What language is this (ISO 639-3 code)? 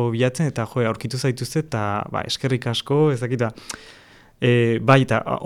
eus